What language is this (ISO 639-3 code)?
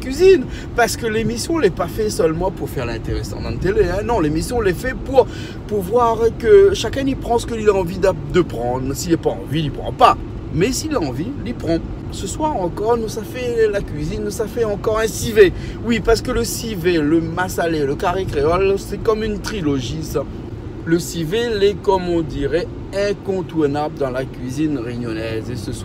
rcf